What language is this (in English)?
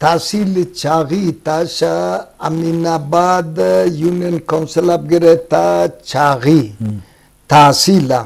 Eastern Balochi